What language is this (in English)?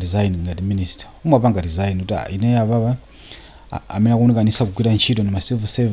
Nyanja